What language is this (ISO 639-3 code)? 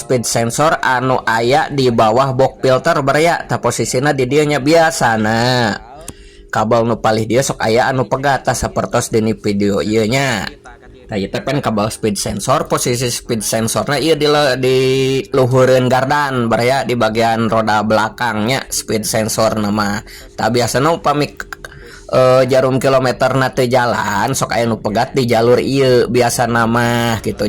sun